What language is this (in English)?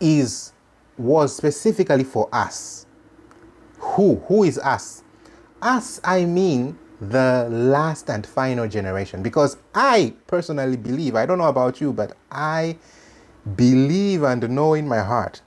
English